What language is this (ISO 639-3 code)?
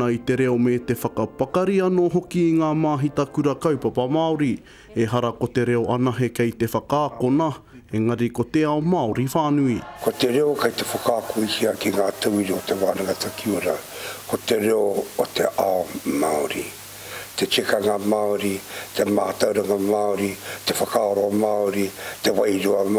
mri